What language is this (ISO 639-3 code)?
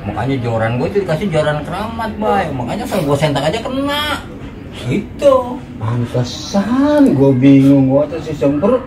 bew